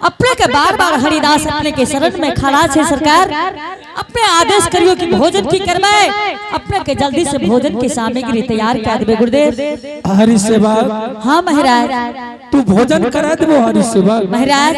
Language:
Angika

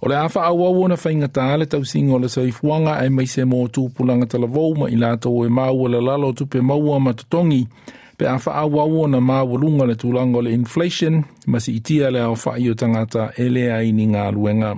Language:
Samoan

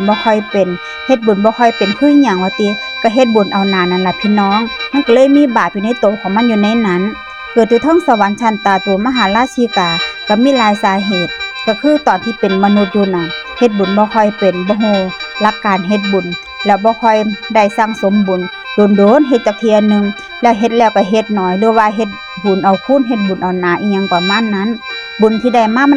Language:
Northeastern Thai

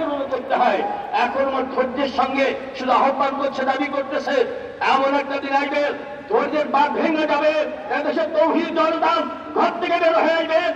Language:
Bangla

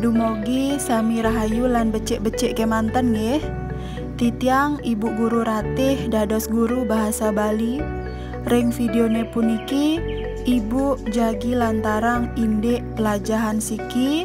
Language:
Balinese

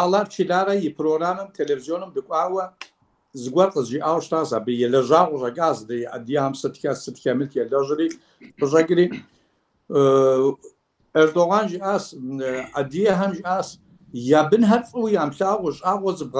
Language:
Kabardian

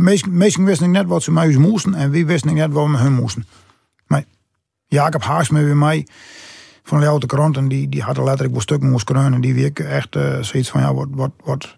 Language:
Western Frisian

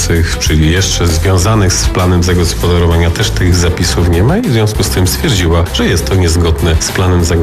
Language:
Polish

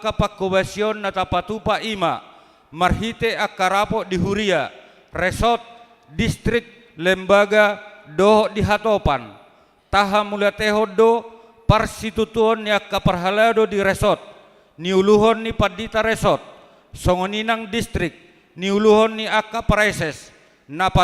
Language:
Batak Toba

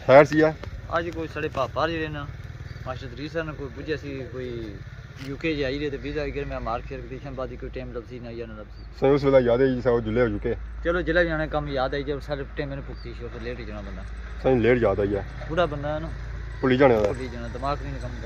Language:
Pahari-Potwari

